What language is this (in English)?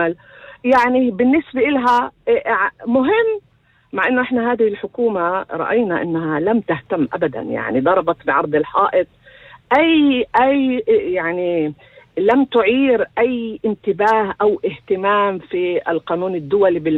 North Levantine Arabic